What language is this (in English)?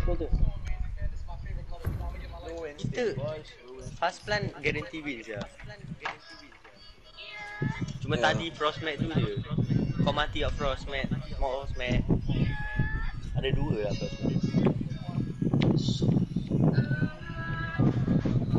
Malay